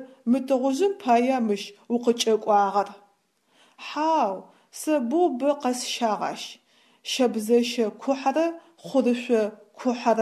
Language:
Adyghe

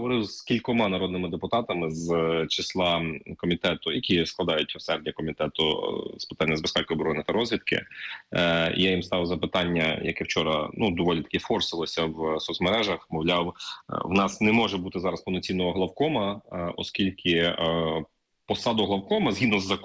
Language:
Ukrainian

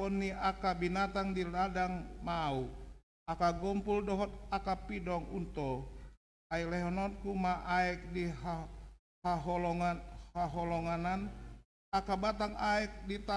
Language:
Batak Toba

